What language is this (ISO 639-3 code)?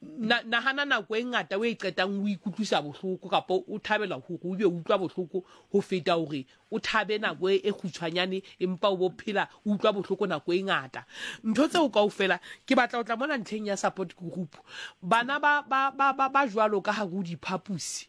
sot